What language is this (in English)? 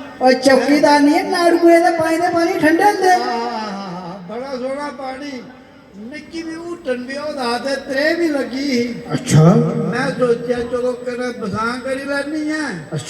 Dogri